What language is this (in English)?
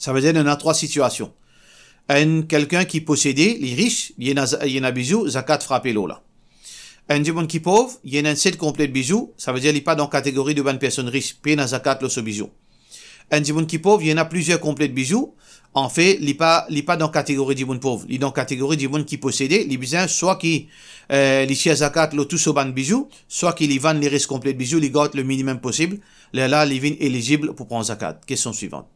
Morisyen